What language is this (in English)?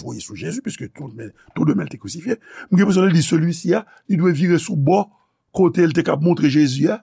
Haitian Creole